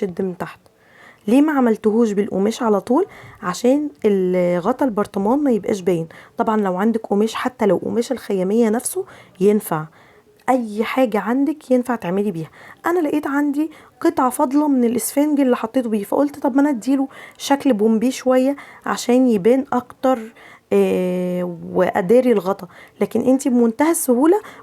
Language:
Egyptian Arabic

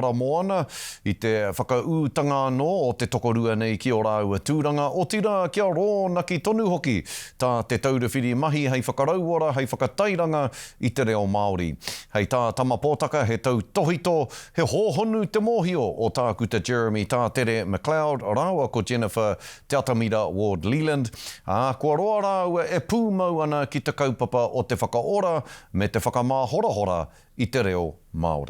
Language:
Māori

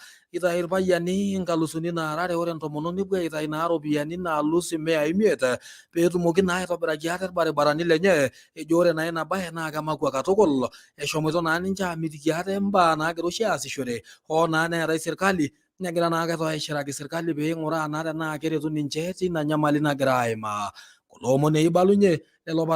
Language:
Masai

